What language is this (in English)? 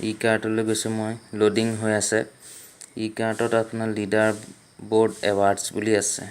Assamese